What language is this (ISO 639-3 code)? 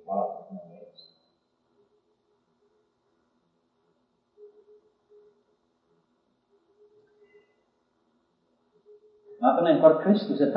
est